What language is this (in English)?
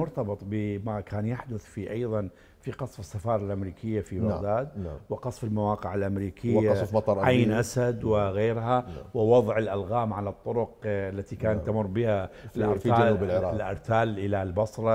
Mesopotamian Arabic